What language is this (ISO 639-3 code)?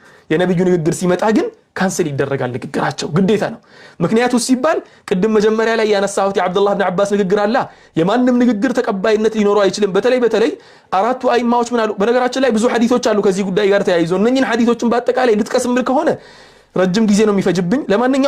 amh